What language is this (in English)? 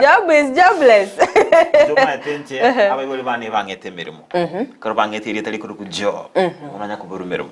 Gusii